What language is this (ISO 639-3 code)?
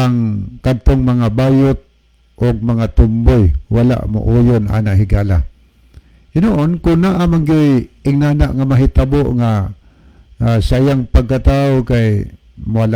ceb